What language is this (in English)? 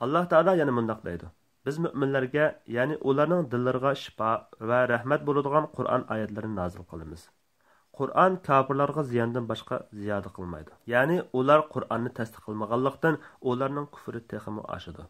Uyghur